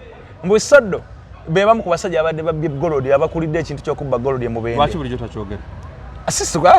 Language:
Ganda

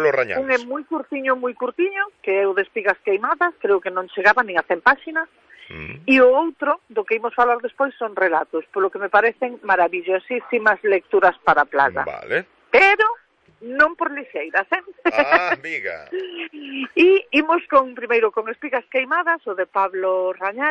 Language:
Galician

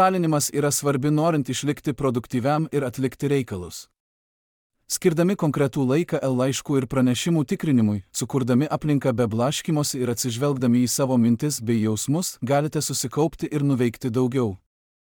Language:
Lithuanian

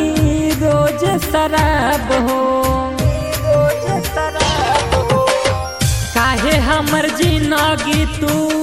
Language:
Bhojpuri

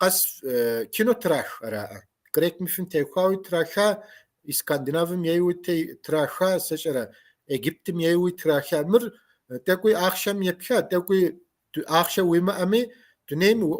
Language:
Kabardian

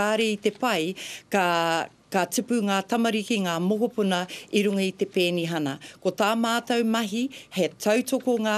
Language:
Māori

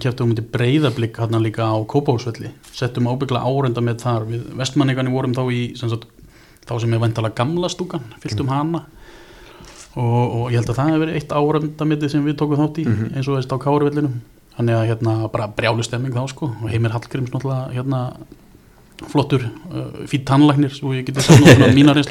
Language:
Icelandic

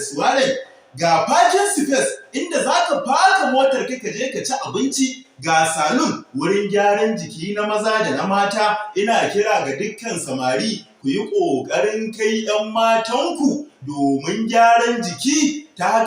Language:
Hausa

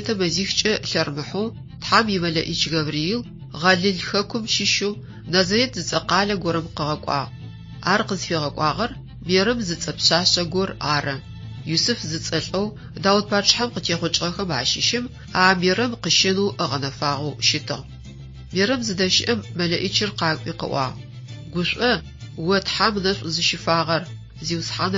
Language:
Adyghe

